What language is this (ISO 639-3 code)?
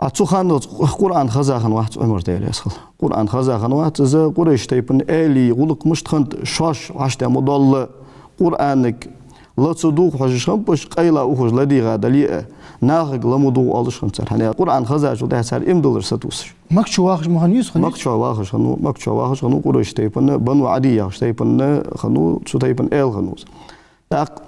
inh